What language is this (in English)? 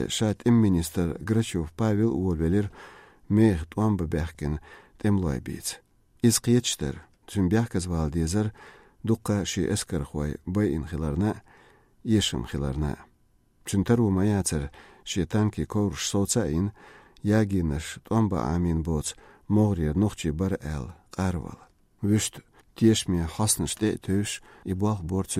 Chechen